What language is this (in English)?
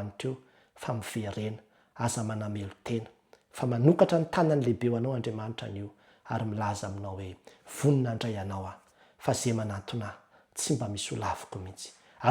Malagasy